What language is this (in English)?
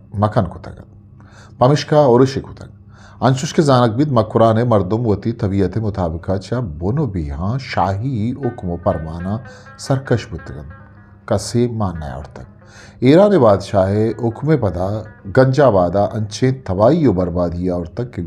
Eastern Balochi